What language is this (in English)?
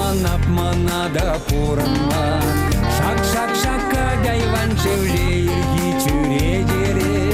Chuvash